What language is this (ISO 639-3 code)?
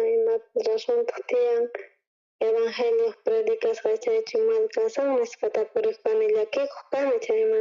quh